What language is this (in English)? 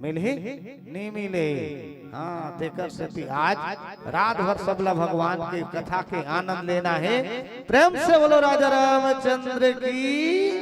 Chhattisgarhi